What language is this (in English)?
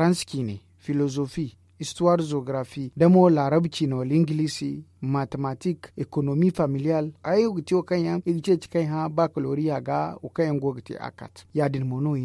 Zarma